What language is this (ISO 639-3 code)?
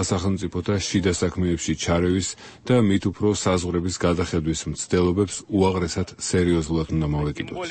kat